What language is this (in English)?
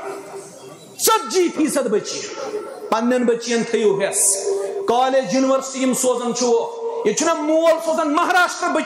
Kashmiri